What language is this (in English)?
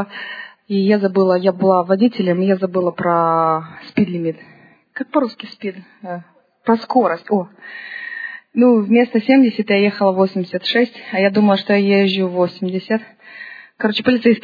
Russian